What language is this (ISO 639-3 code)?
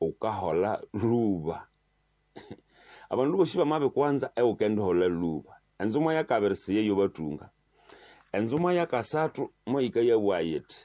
nnb